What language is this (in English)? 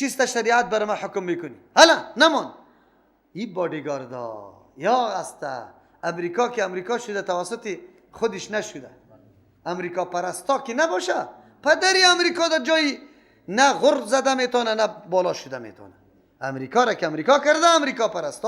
Persian